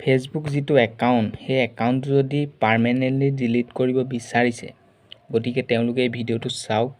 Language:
Assamese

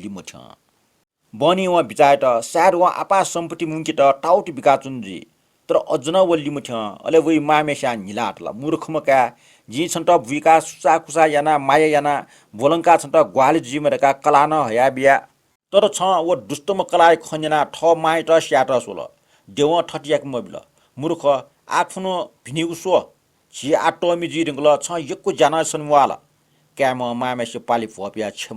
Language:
Newari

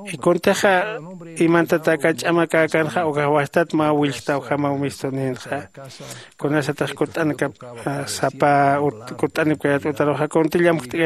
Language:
Aymara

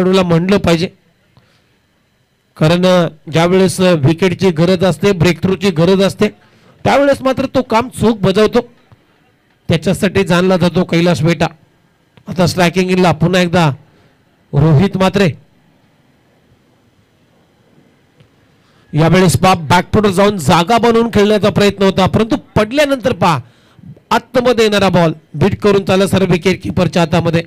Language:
Marathi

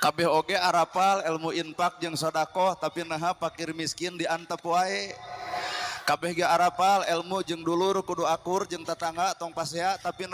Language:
Sundanese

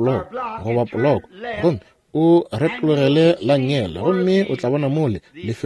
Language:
Northern Sotho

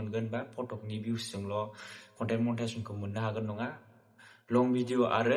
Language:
Bodo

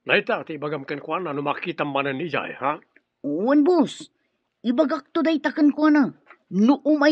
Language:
Iloko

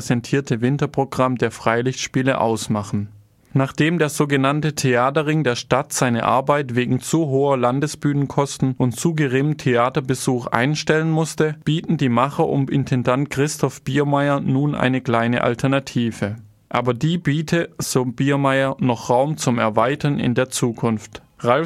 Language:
German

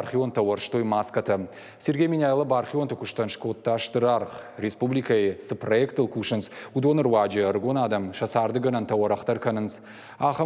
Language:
Ossetic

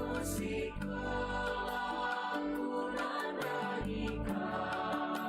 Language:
Batak Karo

